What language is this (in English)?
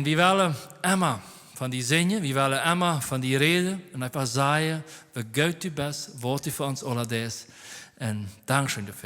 Plautdietsch